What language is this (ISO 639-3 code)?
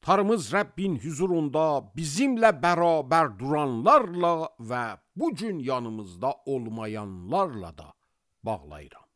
aze